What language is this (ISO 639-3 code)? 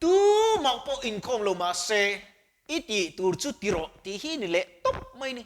lus